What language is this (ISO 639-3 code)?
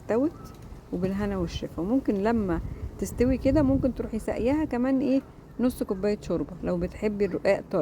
arz